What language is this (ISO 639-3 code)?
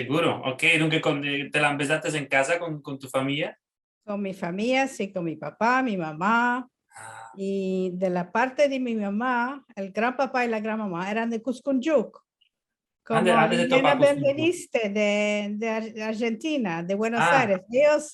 lad